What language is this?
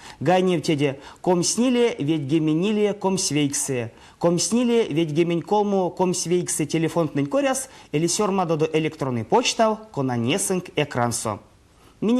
Erzya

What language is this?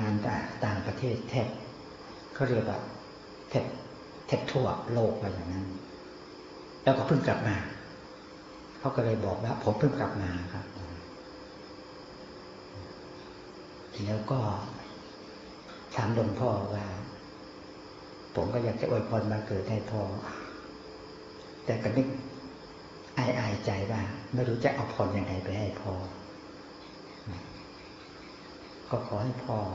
Thai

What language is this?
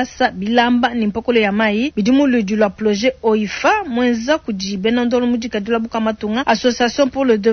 Luba-Lulua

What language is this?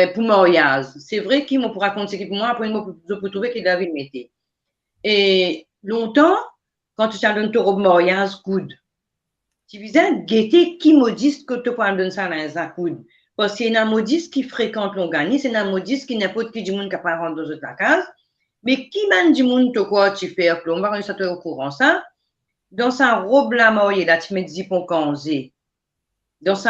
Morisyen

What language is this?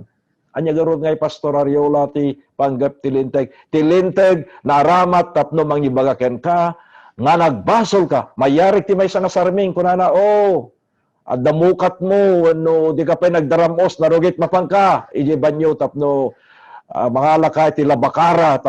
Iloko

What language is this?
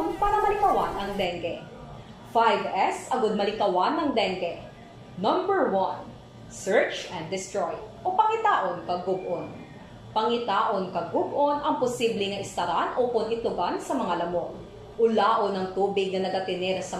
Hiligaynon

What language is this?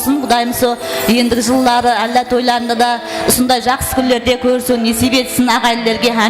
Kara-Kalpak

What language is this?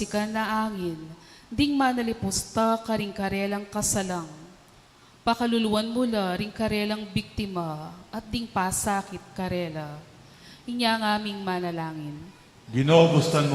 Pampanga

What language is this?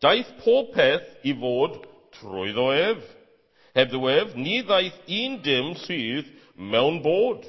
Welsh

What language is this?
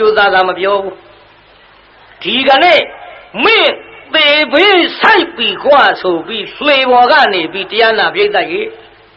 Burmese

